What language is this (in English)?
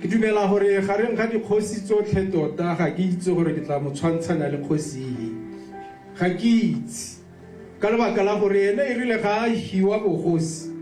Tswana